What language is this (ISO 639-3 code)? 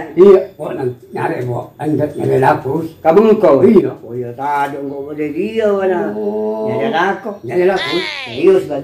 mad